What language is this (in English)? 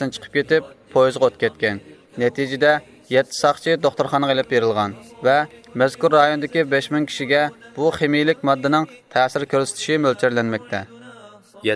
Uyghur